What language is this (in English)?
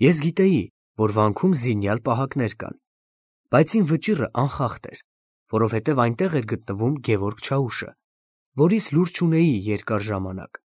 Armenian